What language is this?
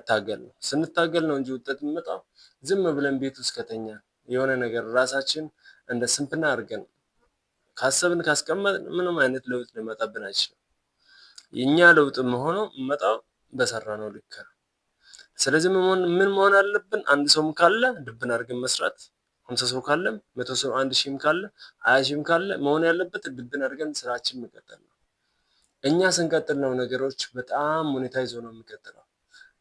Amharic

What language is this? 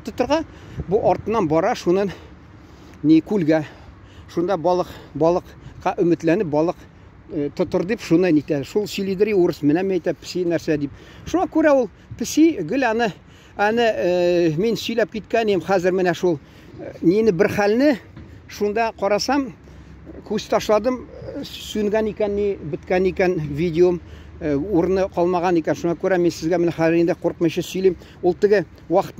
Tatar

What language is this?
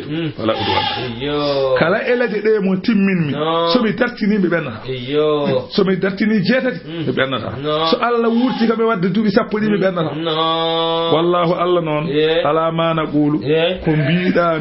Fula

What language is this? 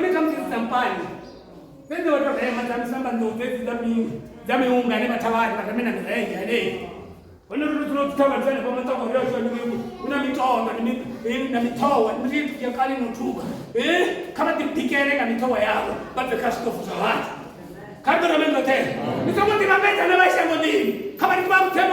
Venda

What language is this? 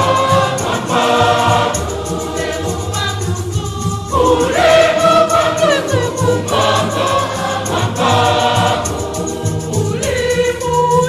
Nyanja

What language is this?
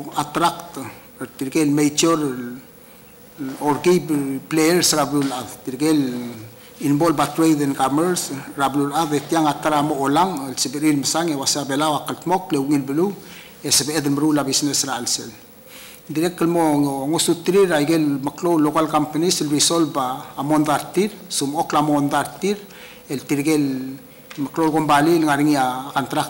Palauan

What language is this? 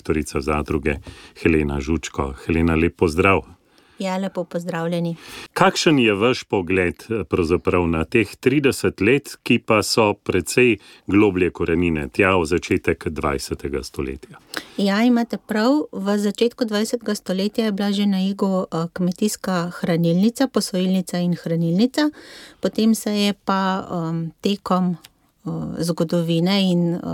Slovenian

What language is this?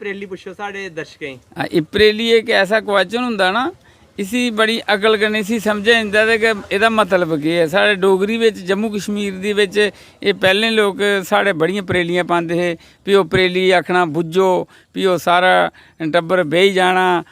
Dogri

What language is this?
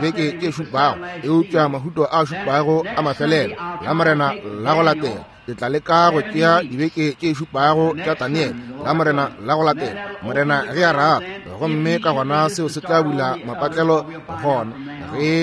Northern Sotho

